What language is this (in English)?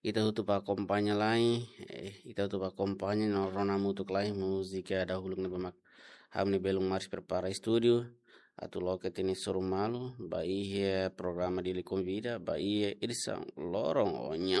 Tetum